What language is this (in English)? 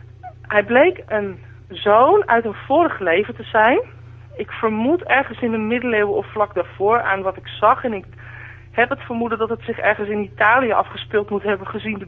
Dutch